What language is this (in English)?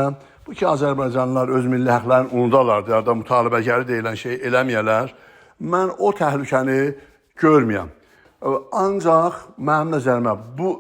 South Azerbaijani